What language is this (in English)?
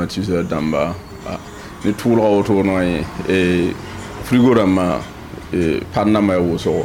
Mossi